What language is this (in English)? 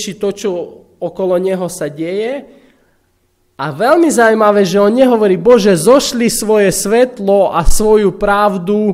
Slovak